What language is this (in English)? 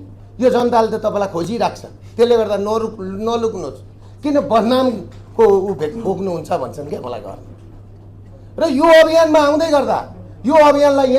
Nepali